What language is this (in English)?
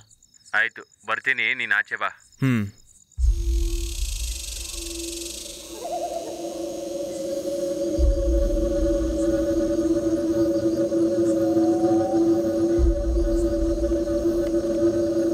Kannada